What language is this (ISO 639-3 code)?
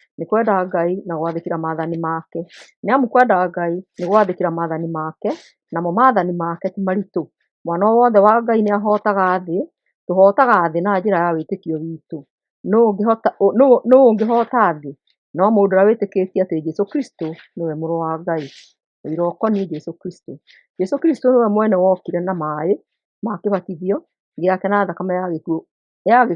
kik